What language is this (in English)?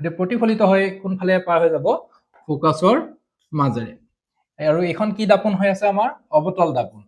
Assamese